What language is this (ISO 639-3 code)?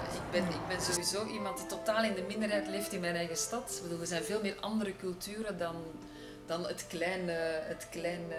nld